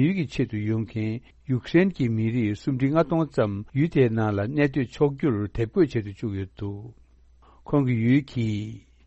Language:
Tibetan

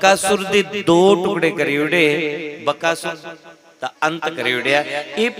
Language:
Dogri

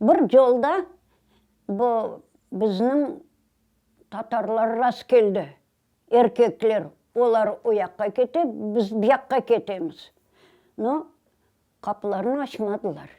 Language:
Tatar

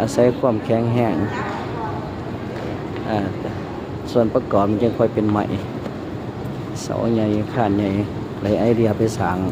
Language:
Lao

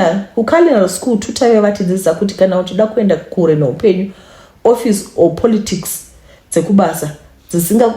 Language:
Shona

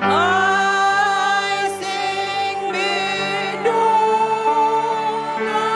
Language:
Batak Simalungun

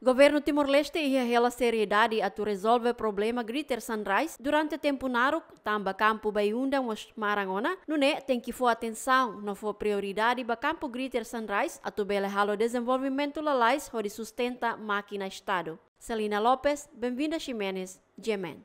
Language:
Tetum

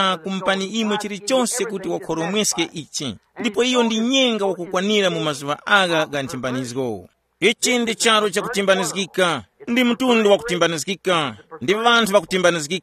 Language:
Tumbuka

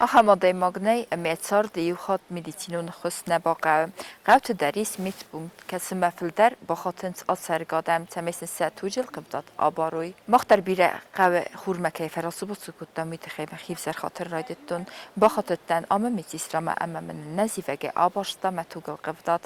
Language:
Ossetic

